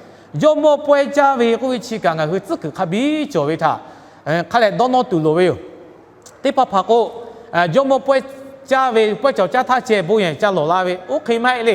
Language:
Lahu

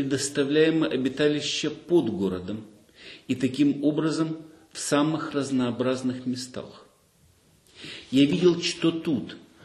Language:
Russian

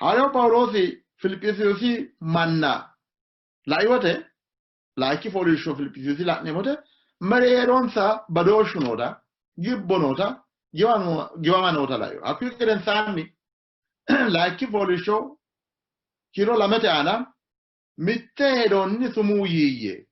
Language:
Sidamo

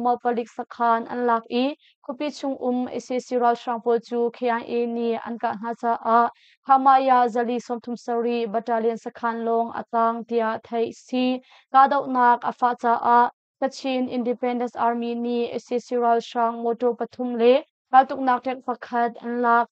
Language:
Hakha Chin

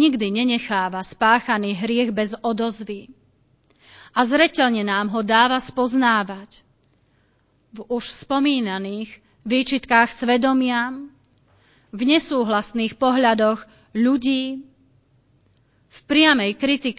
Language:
Slovak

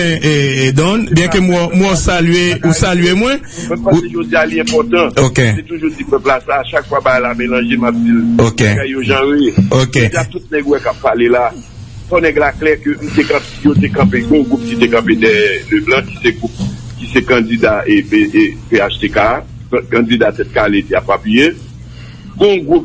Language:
Haitian Creole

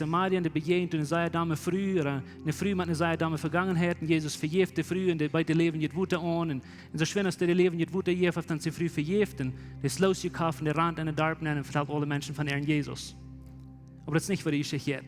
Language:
Plautdietsch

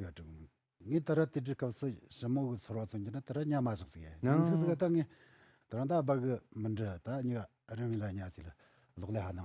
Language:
Tibetan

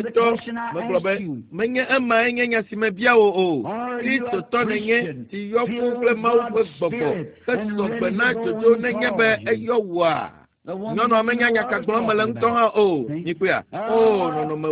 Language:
Ewe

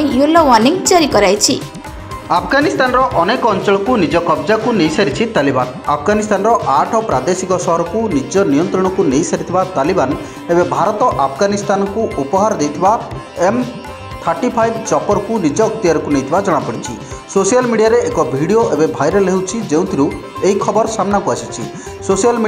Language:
Odia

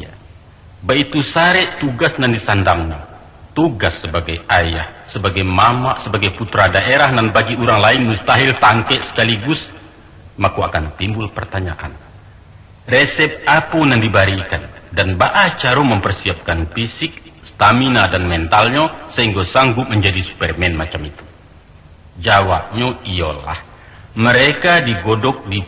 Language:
Minangkabau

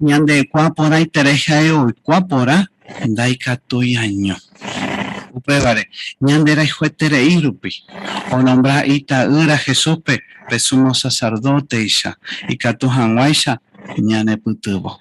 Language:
Guarani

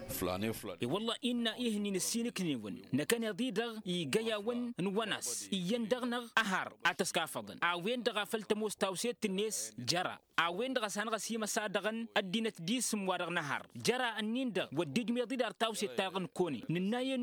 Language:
Tamasheq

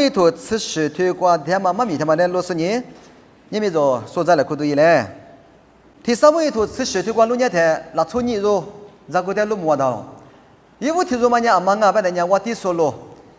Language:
Lisu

